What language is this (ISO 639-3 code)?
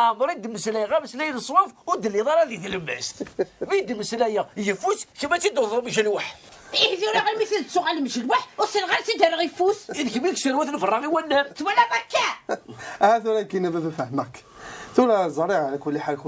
kab